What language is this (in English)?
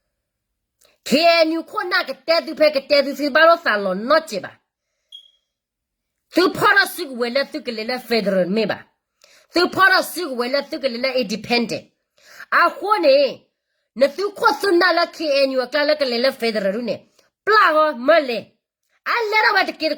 S'gaw Karen